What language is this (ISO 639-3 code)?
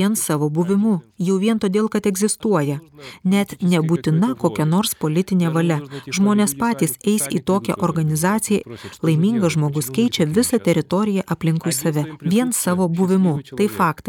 lit